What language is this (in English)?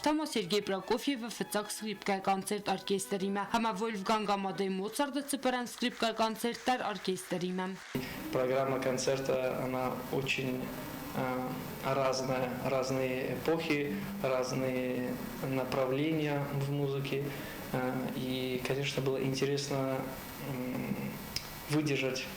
Ossetic